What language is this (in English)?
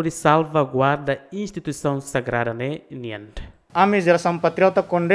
Tetum